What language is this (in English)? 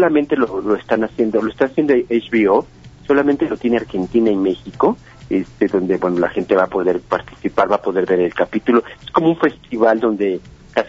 Spanish